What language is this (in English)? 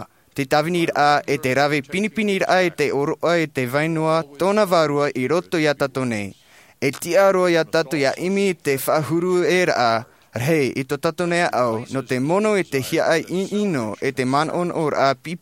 Tahitian